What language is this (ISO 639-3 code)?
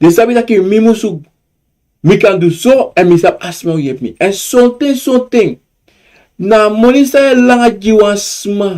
srn